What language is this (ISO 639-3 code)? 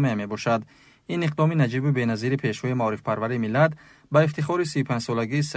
tgk